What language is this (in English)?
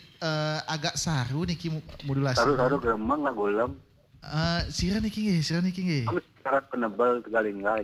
Balinese